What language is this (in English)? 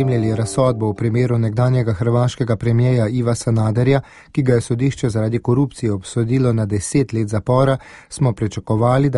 Slovenian